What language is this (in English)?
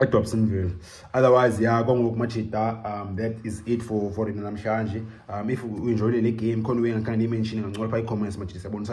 Shona